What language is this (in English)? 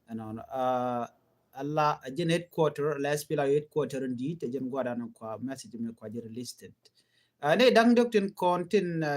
Nuer